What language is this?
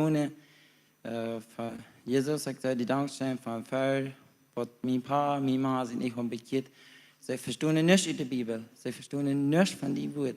Plautdietsch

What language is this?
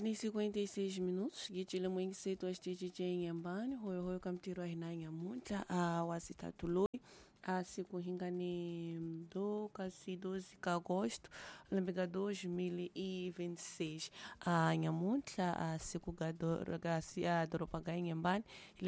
Tsonga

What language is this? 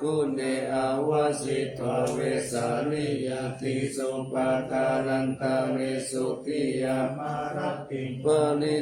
Pali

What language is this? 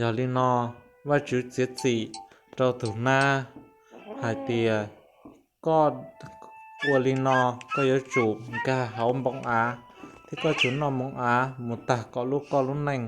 Hmong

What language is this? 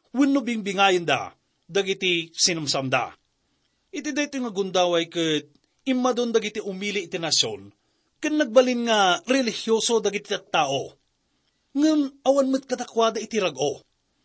Iloko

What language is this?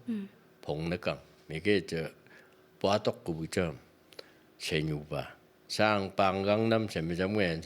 Phom Naga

